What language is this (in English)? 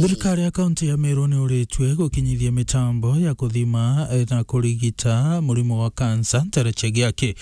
Meru